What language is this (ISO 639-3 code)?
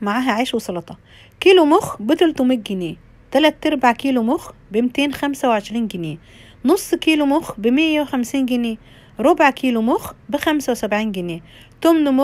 arz